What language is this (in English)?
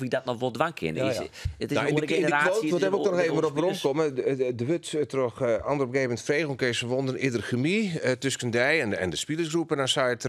Western Frisian